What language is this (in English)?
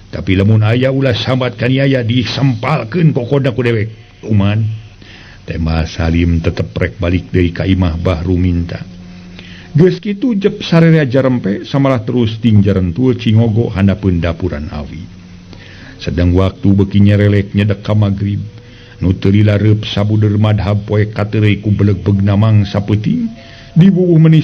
Sundanese